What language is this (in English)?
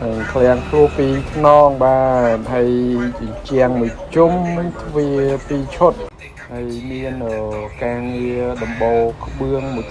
Khmer